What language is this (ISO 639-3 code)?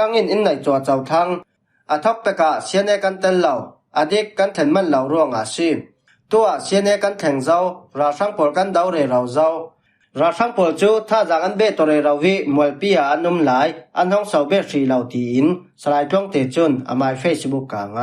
cfm